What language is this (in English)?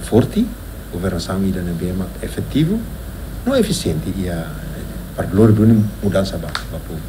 Tetum